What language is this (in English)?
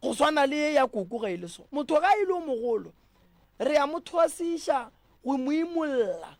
Northern Sotho